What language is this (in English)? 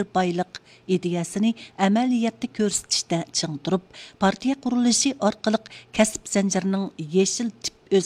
Uyghur